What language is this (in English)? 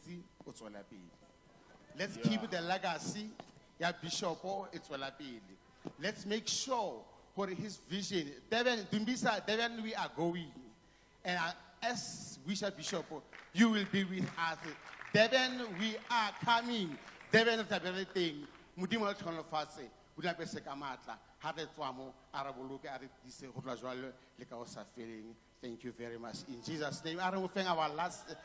Tswana